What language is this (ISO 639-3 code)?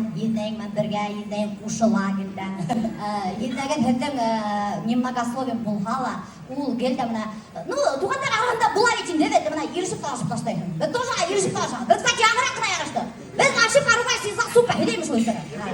bak